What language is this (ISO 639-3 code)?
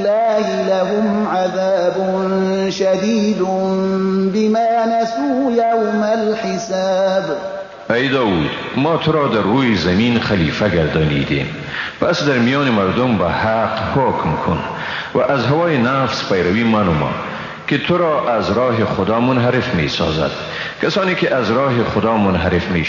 fas